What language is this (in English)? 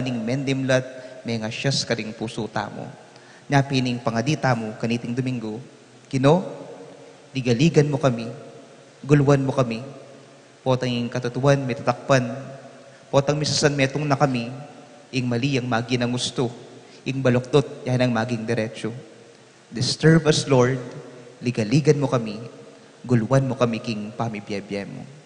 Pampanga